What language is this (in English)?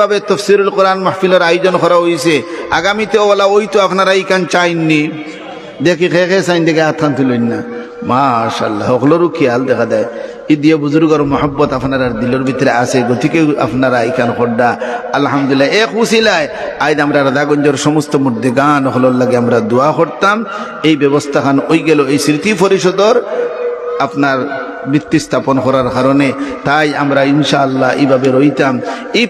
Sylheti